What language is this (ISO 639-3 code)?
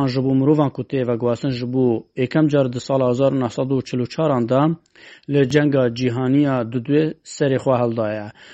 kur